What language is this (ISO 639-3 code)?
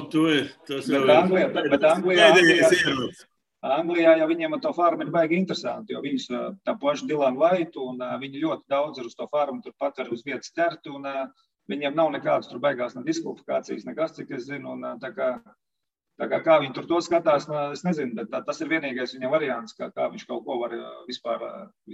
lav